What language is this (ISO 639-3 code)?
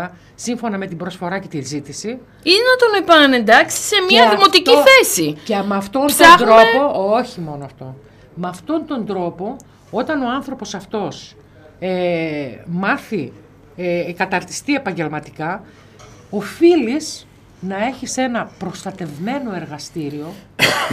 ell